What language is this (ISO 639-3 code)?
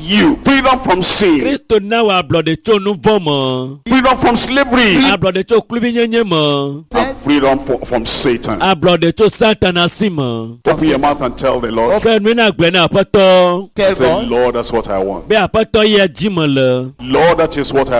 ewe